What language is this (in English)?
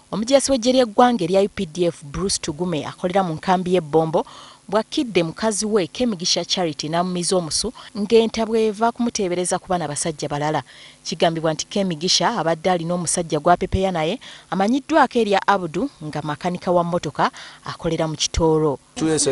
Ganda